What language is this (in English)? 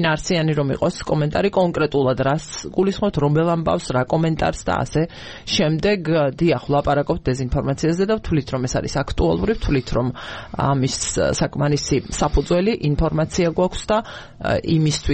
Georgian